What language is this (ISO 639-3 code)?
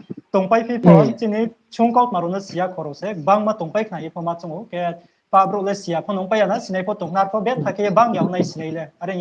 ria